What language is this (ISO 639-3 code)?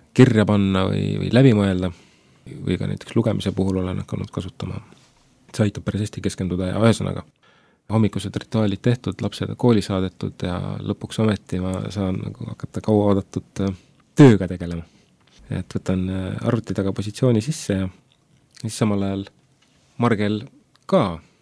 est